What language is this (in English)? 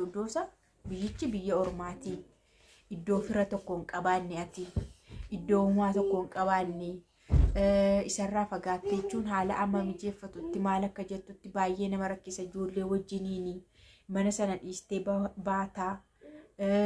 Oromo